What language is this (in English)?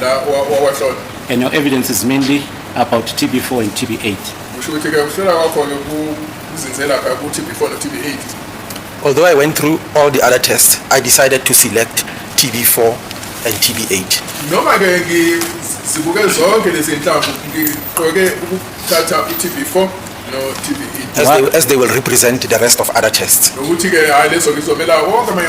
Zulu